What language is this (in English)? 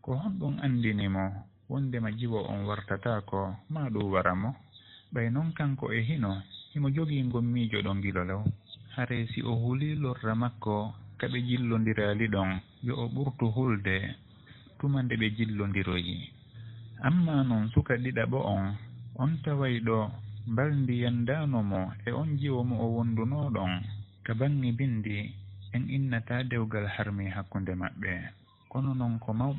Fula